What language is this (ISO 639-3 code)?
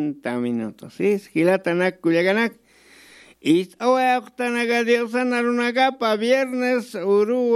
aym